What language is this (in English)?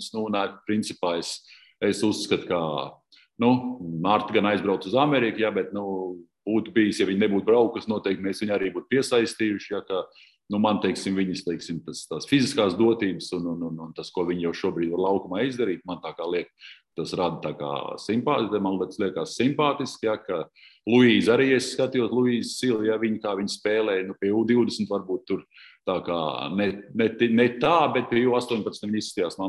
Latvian